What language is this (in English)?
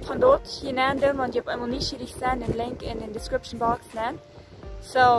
Plautdietsch